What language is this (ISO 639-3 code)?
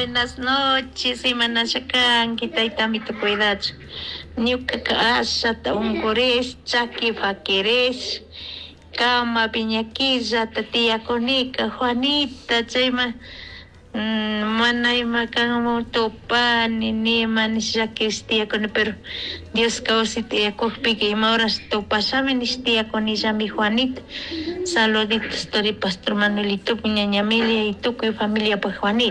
qug